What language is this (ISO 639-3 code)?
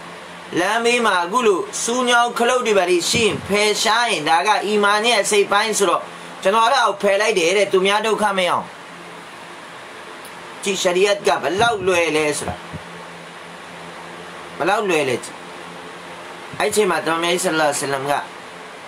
mya